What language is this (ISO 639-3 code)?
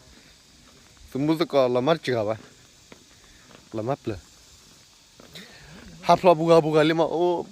ksw